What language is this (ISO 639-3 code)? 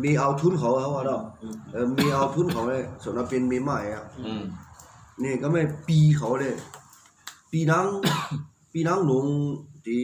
shn